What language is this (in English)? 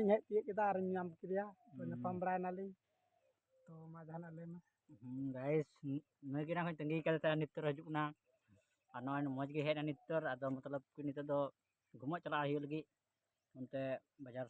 Santali